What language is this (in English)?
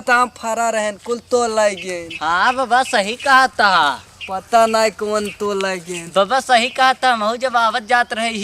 Awadhi